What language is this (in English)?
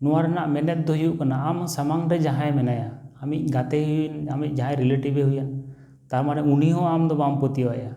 Santali